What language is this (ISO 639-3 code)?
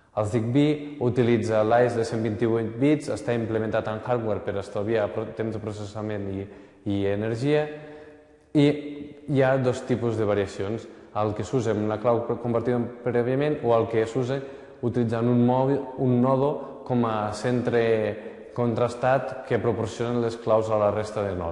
cat